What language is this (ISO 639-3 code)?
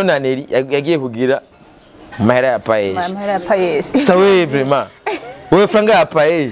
run